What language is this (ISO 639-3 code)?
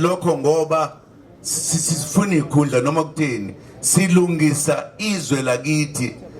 zul